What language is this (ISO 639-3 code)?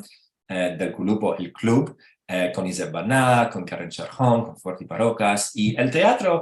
lad